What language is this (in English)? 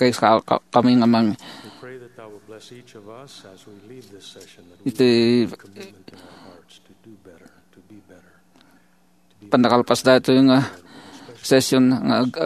Iloko